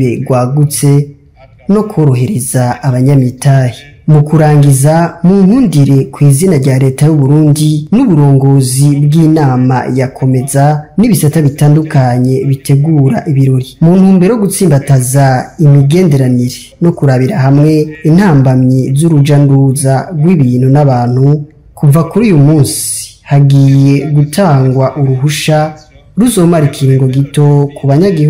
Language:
Rundi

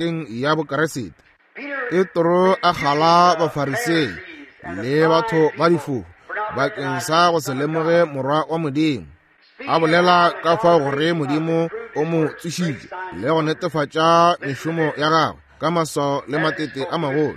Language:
Northern Sotho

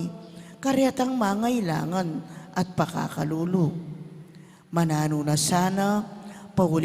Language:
Pampanga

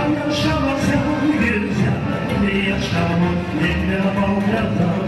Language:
Gagauz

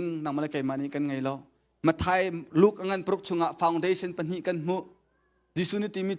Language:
Hakha Chin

